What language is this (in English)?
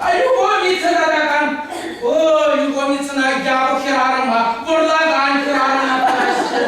Chuvash